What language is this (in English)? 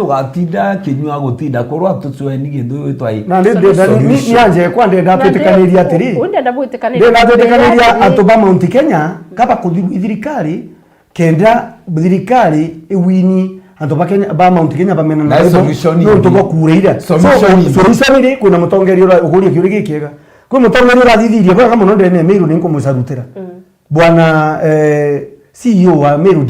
Meru